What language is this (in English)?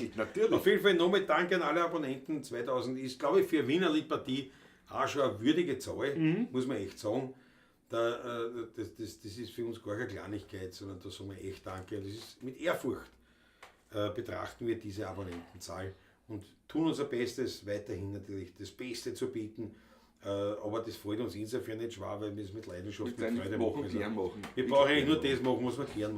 Bavarian